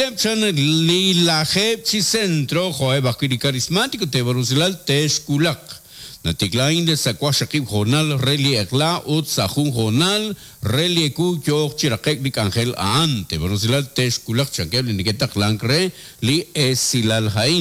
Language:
Kekchí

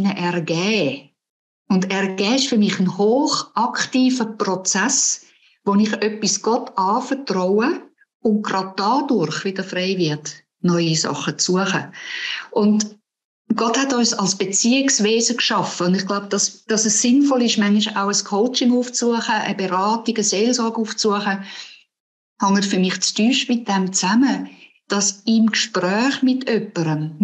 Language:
Swiss German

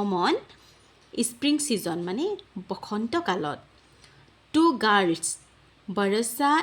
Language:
Assamese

